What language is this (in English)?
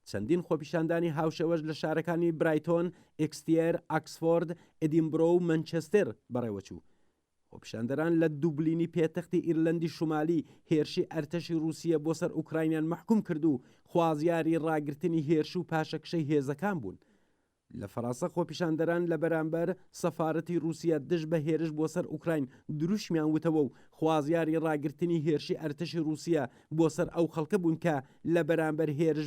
Central Kurdish